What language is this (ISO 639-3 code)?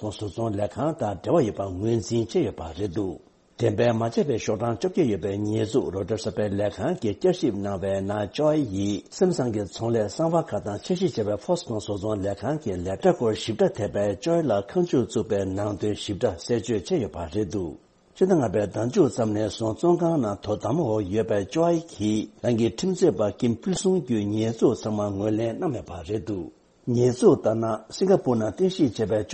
bod